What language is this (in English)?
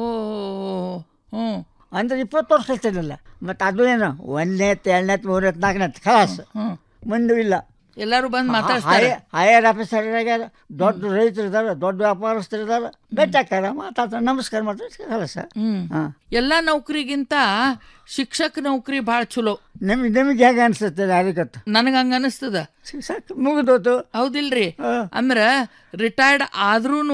Kannada